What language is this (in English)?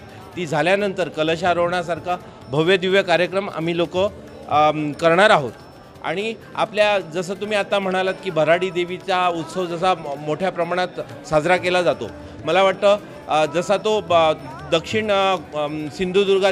Marathi